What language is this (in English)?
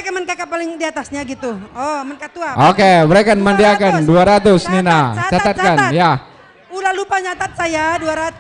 Batak Karo